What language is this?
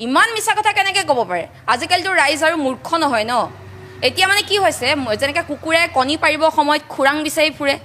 Assamese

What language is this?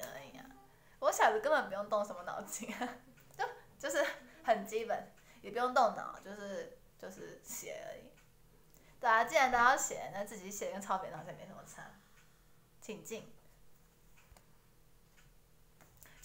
Chinese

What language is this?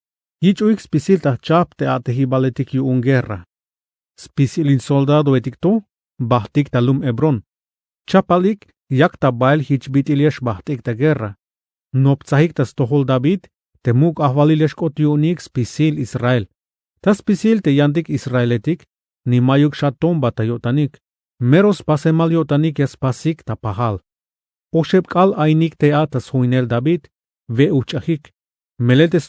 Tzeltal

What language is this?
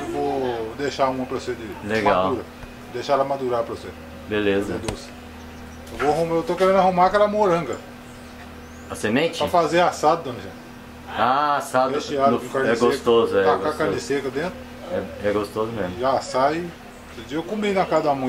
Portuguese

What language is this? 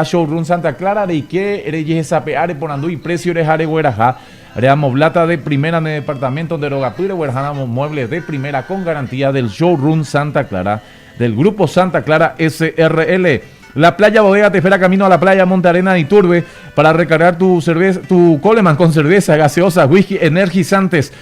Guarani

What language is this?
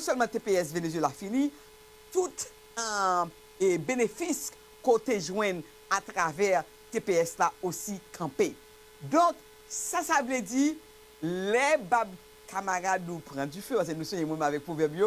Haitian Creole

